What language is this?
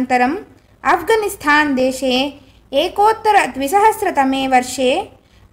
Sanskrit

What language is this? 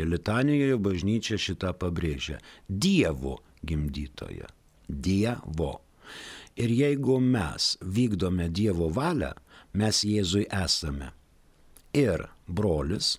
Lithuanian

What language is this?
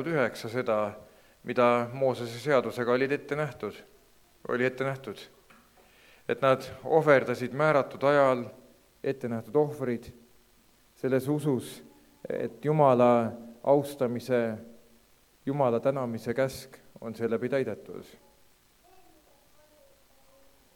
Estonian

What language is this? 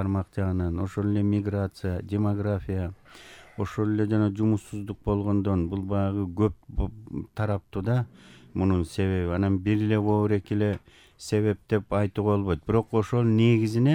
Kyrgyz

